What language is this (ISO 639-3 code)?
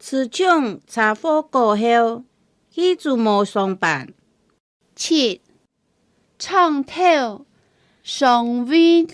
hak